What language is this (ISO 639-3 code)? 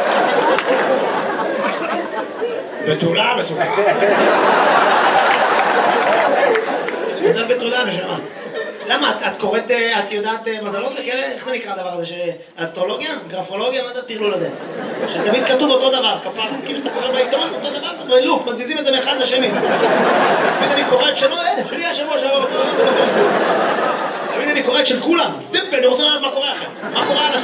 heb